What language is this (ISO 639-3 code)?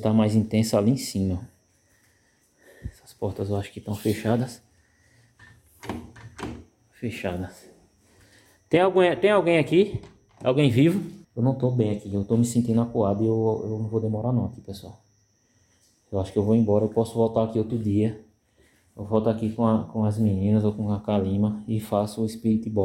por